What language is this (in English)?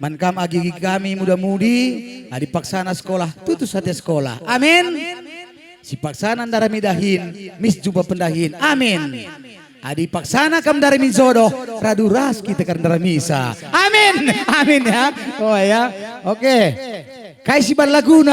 Batak Karo